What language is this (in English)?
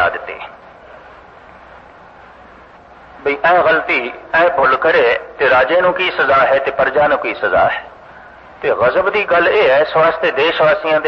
Punjabi